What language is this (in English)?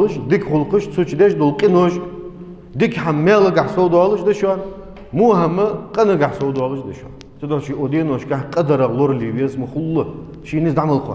Ingush